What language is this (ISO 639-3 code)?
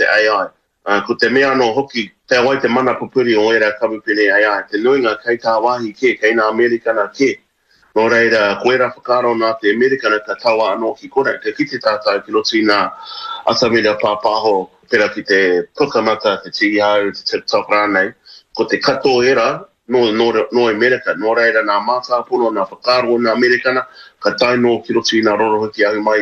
mri